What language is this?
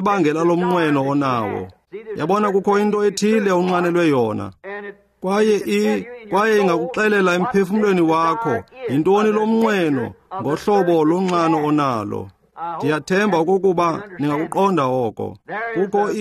Xhosa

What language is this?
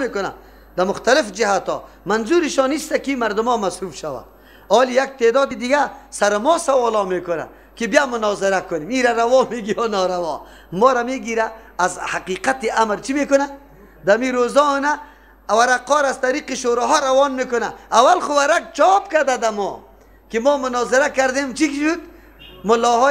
Persian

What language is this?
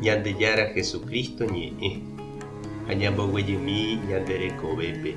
Guarani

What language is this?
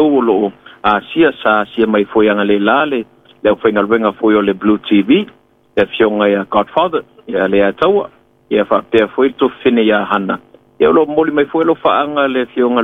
Samoan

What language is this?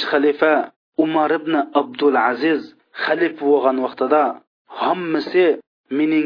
Uyghur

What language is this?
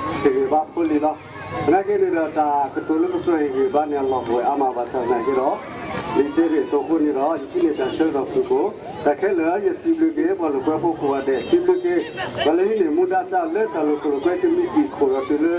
S'gaw Karen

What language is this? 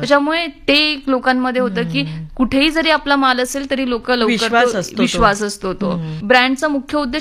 Marathi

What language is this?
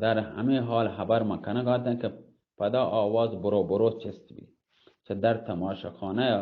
Baluchi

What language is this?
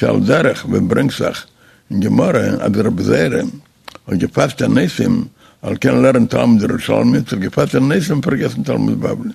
Yiddish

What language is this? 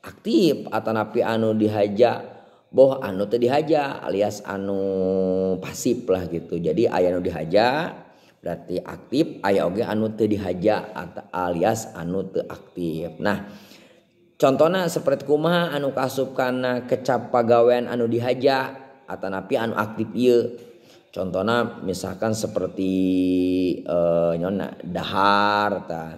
Sundanese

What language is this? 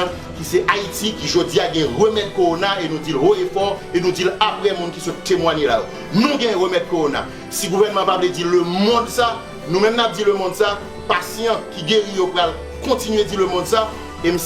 Haitian Creole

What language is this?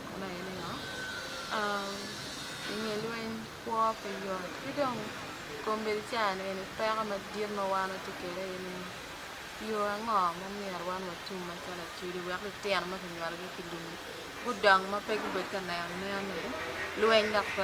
Acoli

